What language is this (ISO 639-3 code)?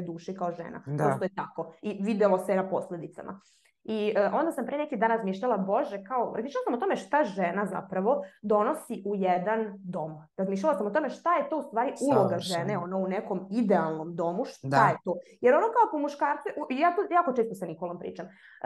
srp